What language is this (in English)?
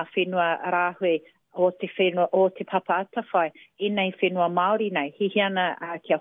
Māori